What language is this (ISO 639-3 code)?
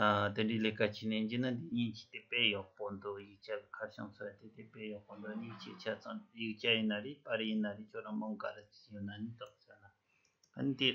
bod